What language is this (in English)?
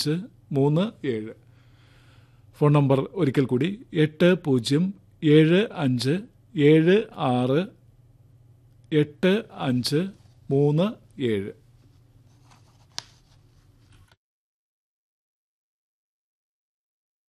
Malayalam